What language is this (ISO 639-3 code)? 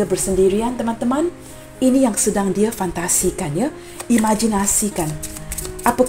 msa